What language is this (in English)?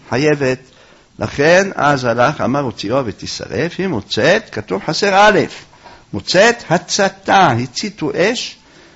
Hebrew